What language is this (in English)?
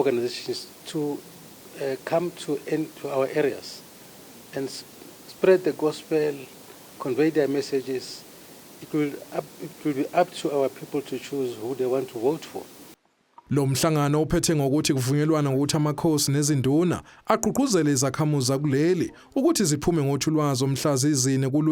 Zulu